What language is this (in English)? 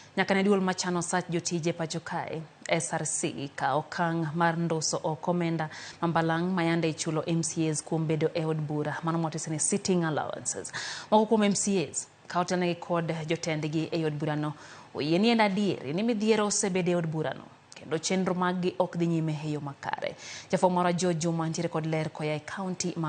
Luo (Kenya and Tanzania)